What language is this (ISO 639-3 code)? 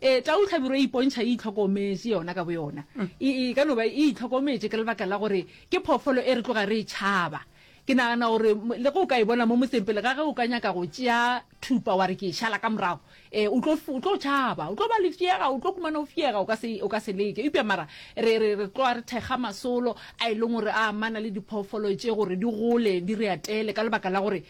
nso